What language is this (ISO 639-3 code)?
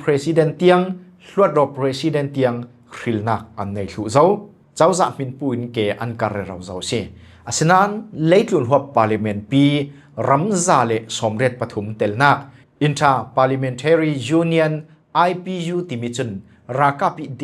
cfm